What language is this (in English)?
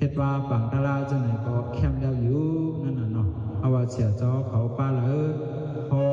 Shan